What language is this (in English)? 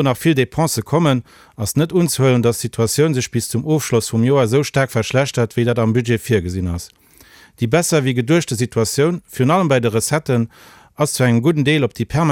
Luxembourgish